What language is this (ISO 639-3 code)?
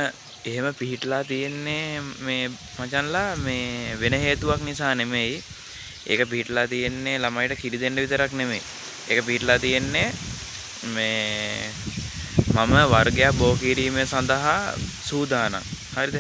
sin